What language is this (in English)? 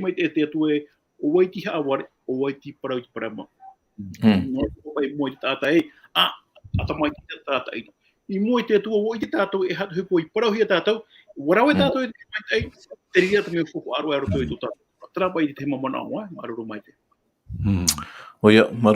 Tahitian